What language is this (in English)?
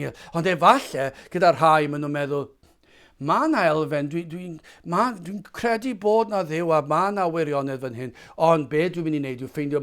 Welsh